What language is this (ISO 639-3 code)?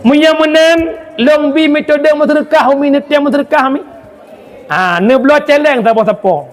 ace